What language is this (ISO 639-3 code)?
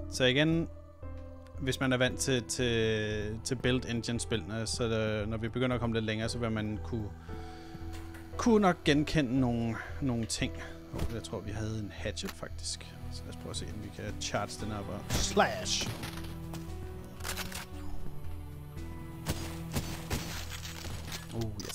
dan